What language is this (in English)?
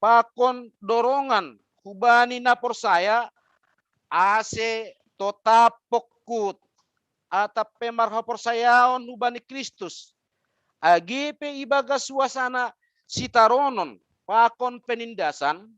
Batak Simalungun